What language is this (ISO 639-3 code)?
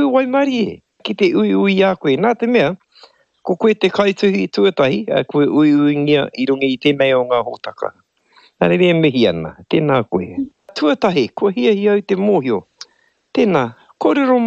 mri